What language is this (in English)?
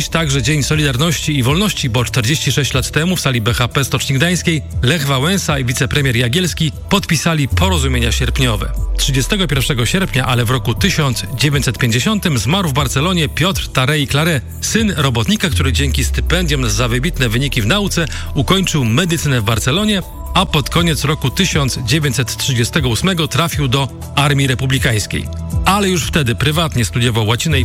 Polish